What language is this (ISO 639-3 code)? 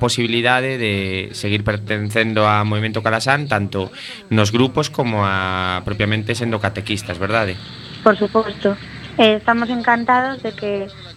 glg